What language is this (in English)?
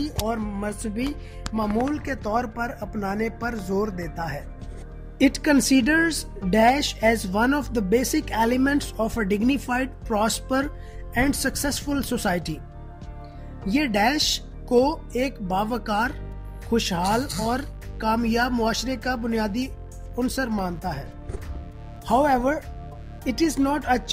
Urdu